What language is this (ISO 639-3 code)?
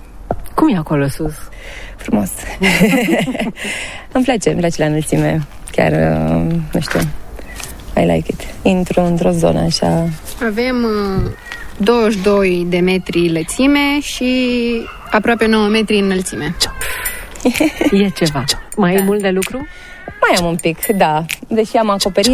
ron